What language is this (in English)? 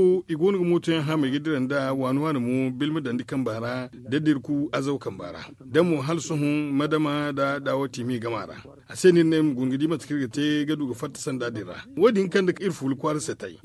Zarma